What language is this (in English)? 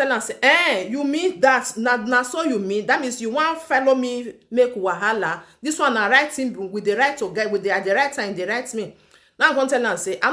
Nigerian Pidgin